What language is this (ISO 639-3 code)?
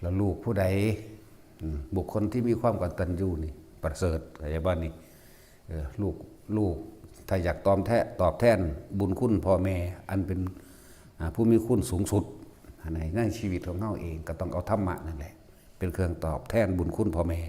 tts